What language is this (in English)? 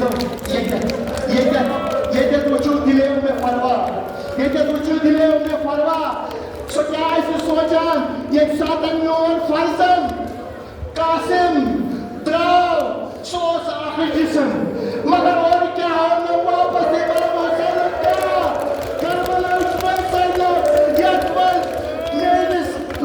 Kashmiri